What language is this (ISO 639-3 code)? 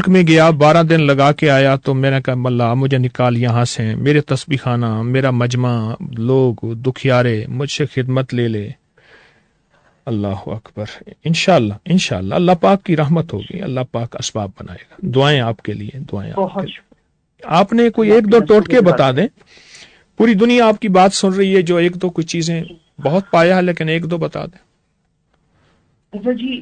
urd